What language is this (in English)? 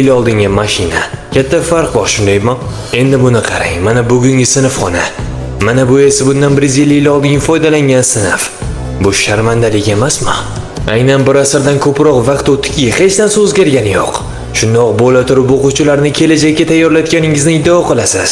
Uzbek